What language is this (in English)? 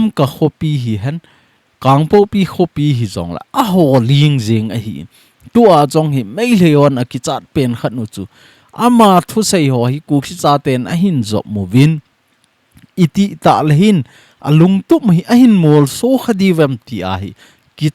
Thado Chin